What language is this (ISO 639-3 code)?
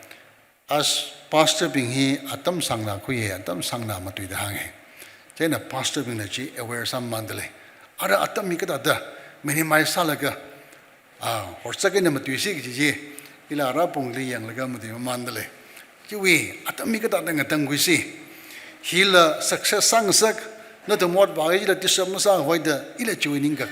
nmf